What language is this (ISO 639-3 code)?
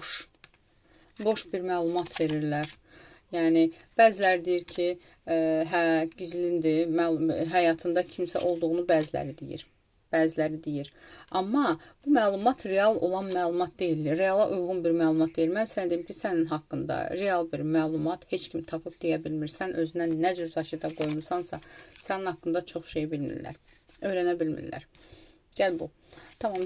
aze